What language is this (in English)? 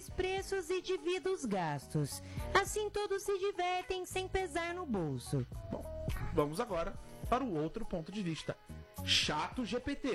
Portuguese